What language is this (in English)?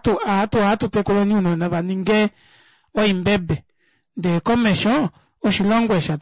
Kuanyama